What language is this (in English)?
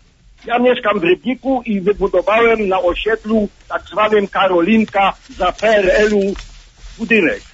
Polish